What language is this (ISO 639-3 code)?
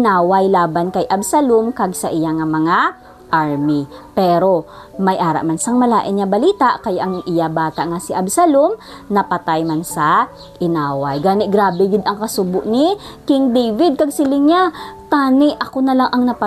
hil